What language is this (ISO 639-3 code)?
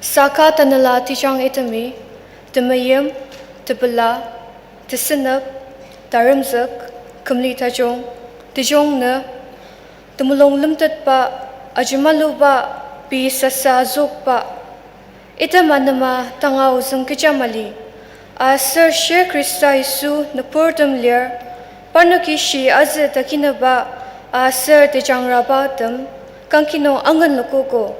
njo